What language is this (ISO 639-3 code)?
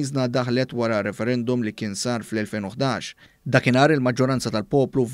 mlt